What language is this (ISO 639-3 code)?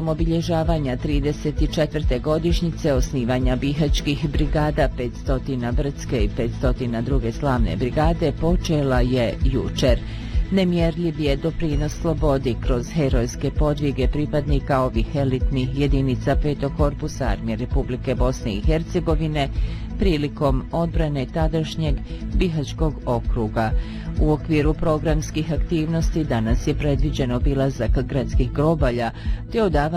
bos